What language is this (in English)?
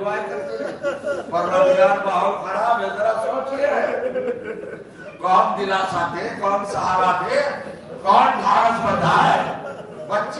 Urdu